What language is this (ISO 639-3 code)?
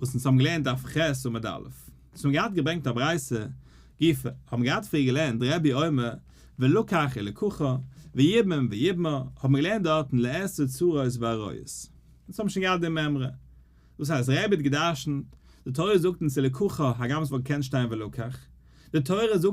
yid